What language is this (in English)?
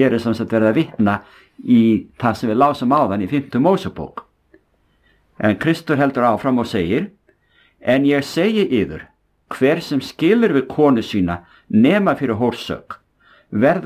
Icelandic